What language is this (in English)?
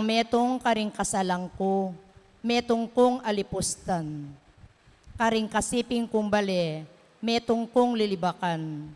Pampanga